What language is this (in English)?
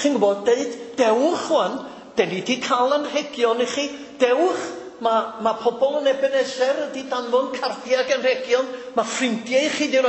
Welsh